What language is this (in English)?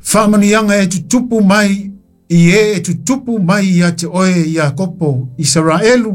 Samoan